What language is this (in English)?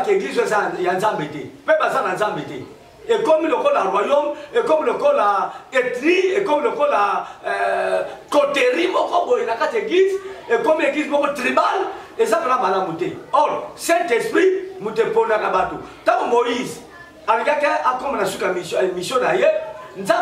Lingala